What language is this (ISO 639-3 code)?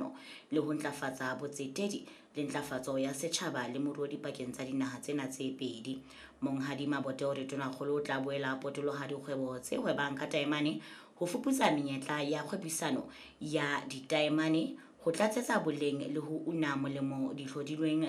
sot